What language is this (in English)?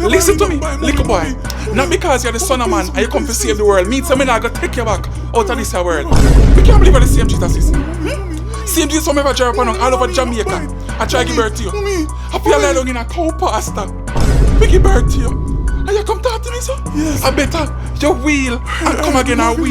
Jamaican Creole English